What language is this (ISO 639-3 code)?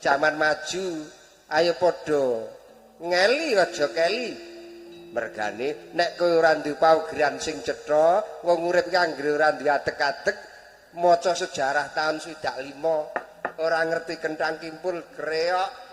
jav